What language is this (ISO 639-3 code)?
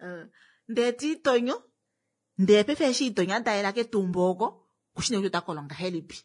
kua